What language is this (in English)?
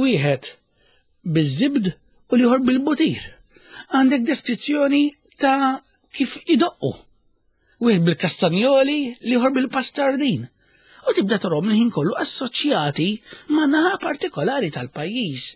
Maltese